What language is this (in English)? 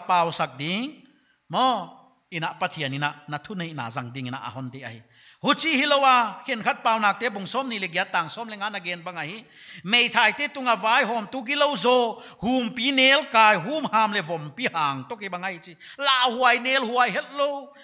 Paite Chin